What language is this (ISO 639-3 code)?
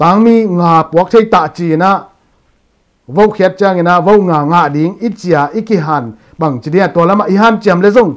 ctd